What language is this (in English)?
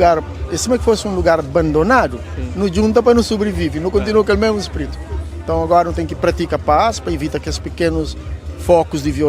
Kabuverdianu